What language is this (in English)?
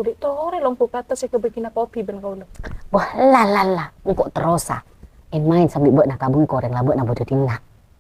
Madurese